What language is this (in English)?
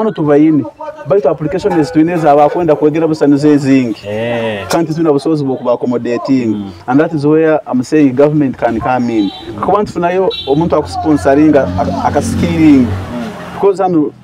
Nyoro